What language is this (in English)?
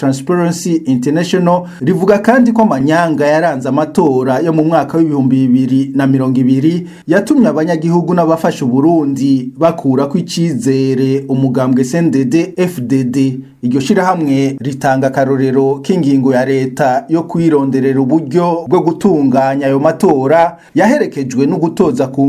Rundi